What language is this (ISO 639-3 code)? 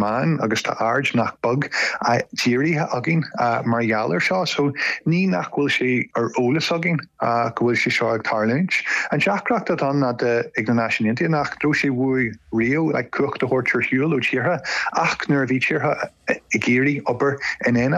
gle